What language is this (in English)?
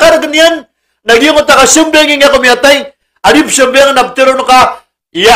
Maranao